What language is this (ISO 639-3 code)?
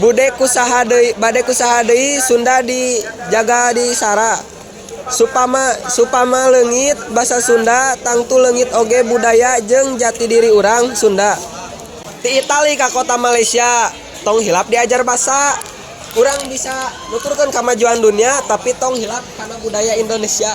sun